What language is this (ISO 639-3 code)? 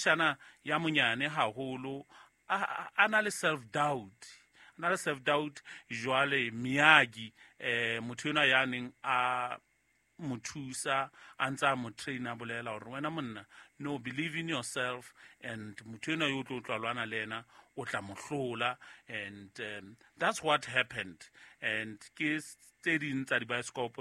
sot